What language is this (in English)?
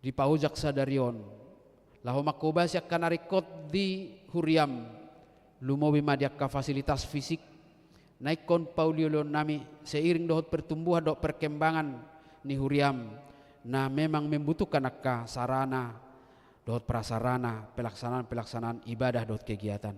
Batak Toba